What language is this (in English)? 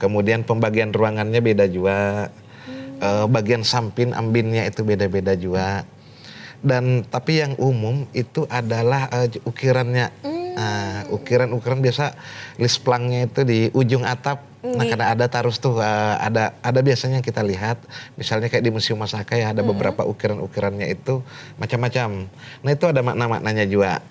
Banjar